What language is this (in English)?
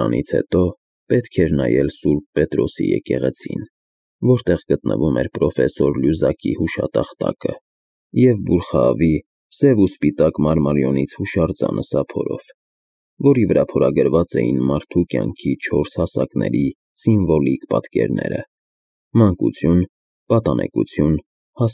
Armenian